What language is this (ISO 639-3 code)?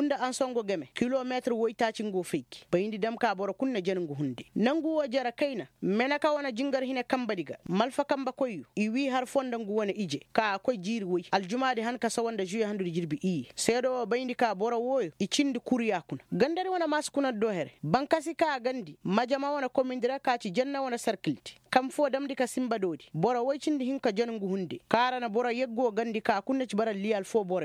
ses